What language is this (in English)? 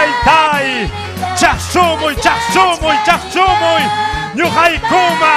Ayacucho Quechua